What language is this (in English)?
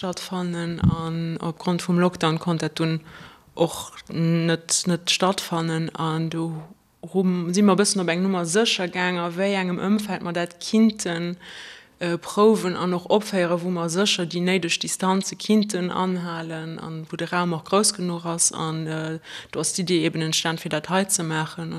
Luxembourgish